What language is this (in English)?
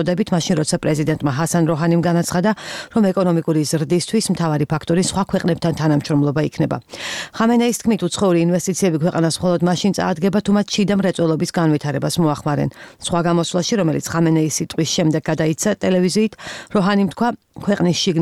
Georgian